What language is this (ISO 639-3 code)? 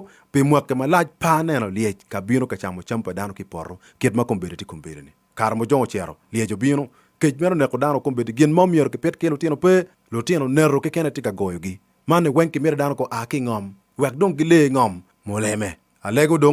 ach